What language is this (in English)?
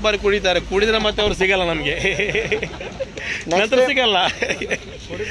Kannada